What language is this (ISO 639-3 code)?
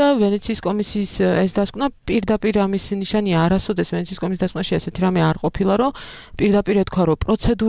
kat